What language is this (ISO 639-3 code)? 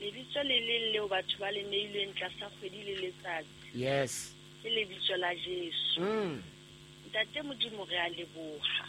sot